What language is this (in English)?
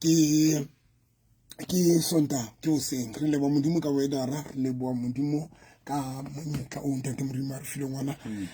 Southern Sotho